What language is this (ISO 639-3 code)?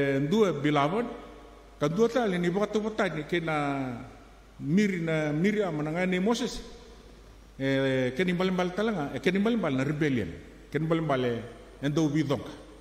fij